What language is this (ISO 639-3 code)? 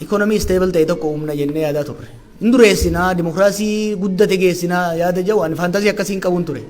orm